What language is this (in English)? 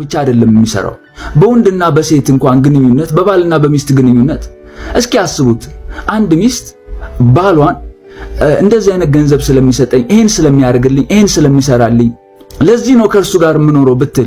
Amharic